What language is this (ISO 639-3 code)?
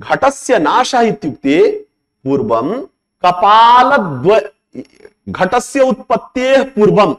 san